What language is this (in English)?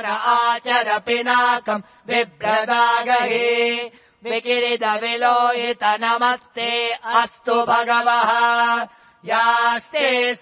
Sanskrit